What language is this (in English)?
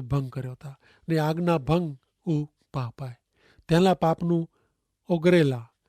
Kachhi